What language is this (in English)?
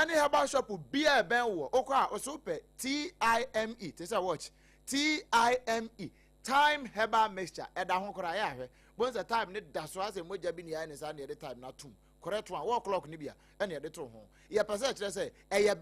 Akan